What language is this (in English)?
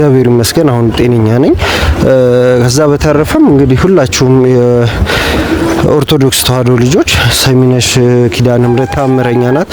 Amharic